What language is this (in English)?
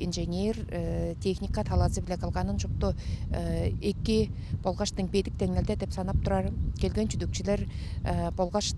Tuvinian